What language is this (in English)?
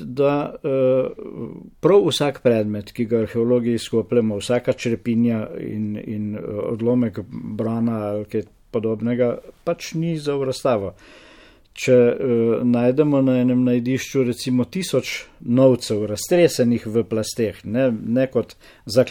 Slovenian